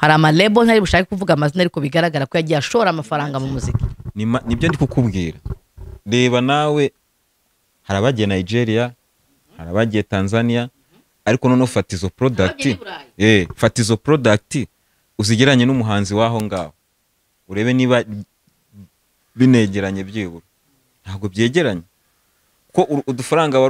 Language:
Kinyarwanda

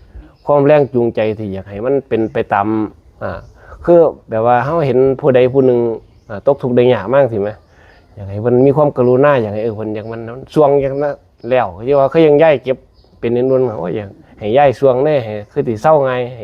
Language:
Northeastern Thai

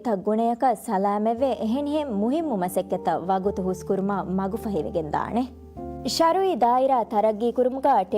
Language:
Divehi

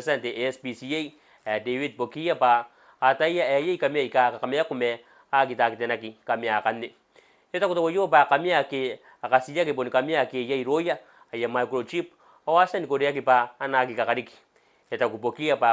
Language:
Gilbertese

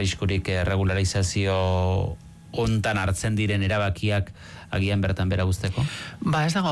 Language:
Basque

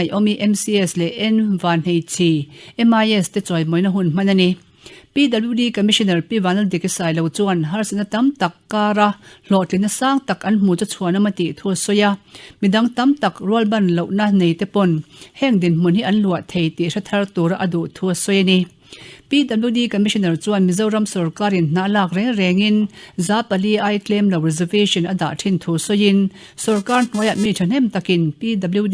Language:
Mizo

